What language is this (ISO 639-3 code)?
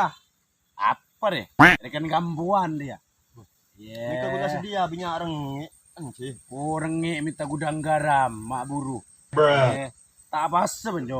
mad